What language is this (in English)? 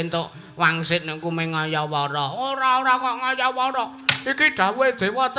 Javanese